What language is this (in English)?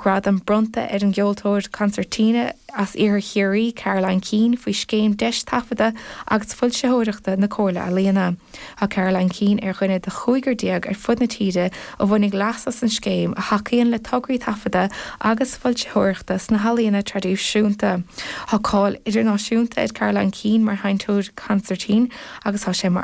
Irish